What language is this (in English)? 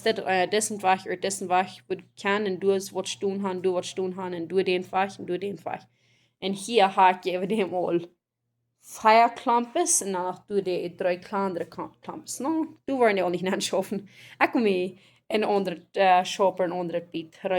Plautdietsch